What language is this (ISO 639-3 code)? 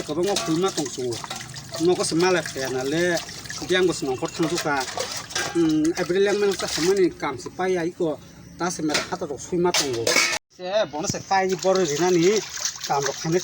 trp